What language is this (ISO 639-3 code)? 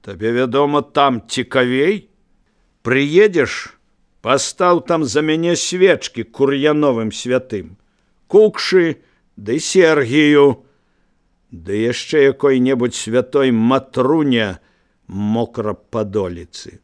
bel